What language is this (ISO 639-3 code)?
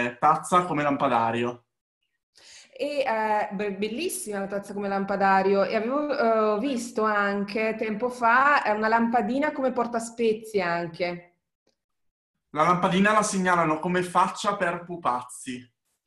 ita